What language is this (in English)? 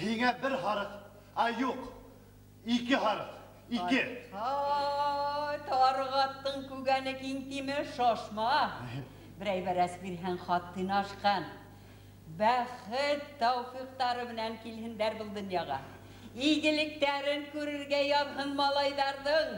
Bashkir